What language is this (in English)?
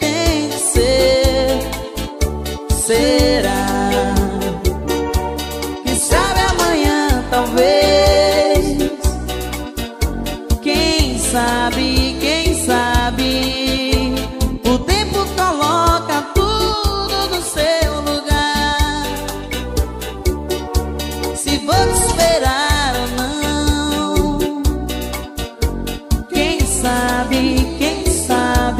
Portuguese